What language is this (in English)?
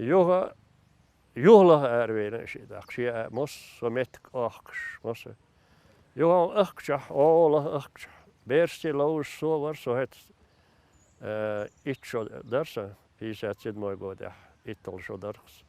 Chechen